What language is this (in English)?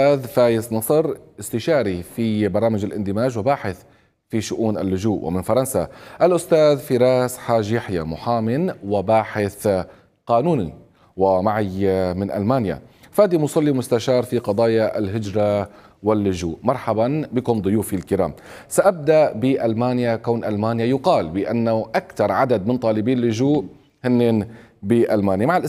Arabic